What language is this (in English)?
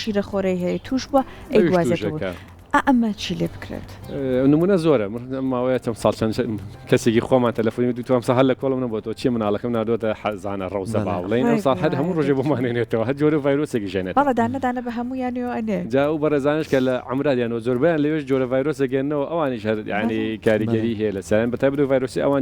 Central Kurdish